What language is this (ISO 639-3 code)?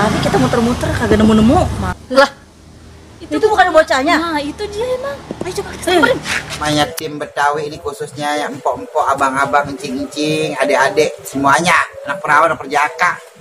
bew